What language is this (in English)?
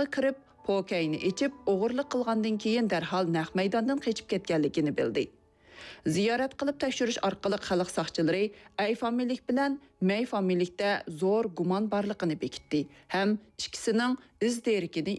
Uyghur